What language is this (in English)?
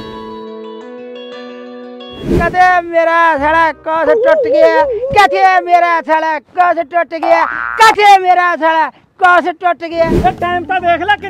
Punjabi